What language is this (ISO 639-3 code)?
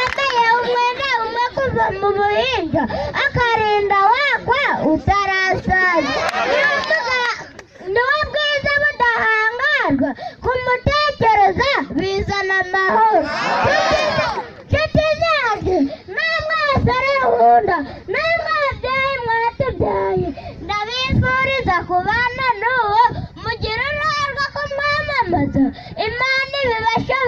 kin